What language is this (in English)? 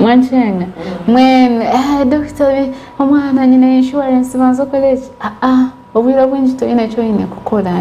Nyankole